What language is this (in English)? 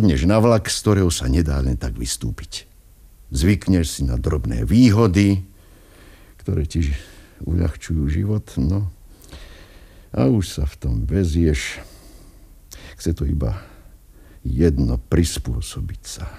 Slovak